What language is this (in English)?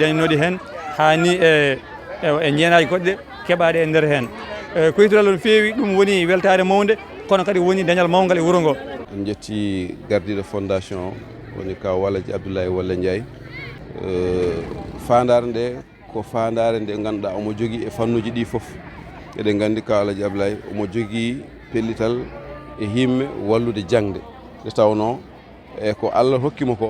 Fula